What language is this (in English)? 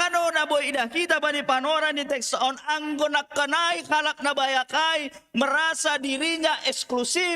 Batak Simalungun